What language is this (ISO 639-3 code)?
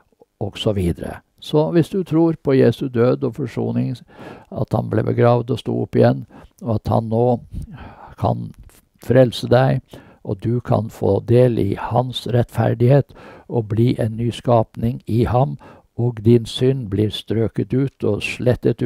nor